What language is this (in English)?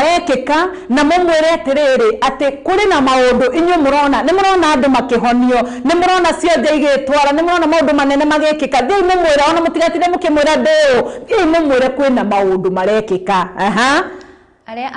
Kikuyu